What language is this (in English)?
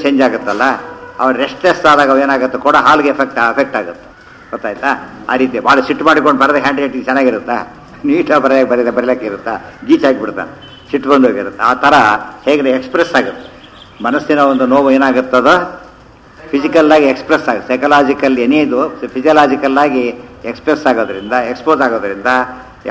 Kannada